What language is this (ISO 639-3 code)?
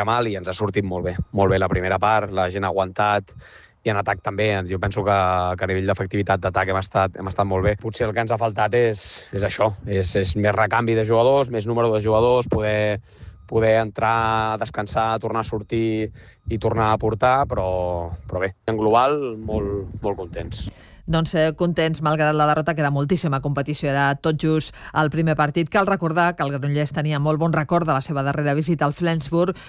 cat